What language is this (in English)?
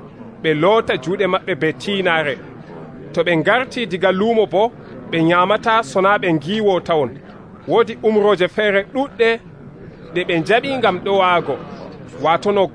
Nigerian Fulfulde